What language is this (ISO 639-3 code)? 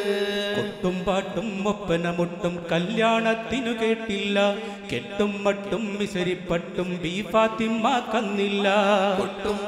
mal